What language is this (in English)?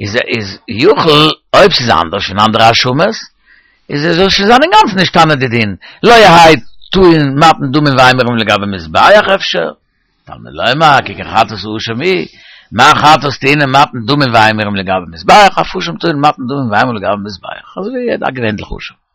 Yiddish